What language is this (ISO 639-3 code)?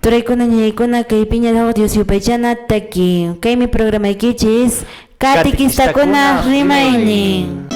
que